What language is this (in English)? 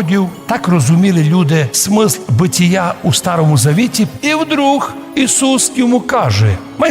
Rusyn